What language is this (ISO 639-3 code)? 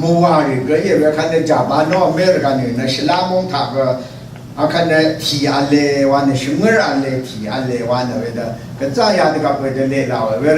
raw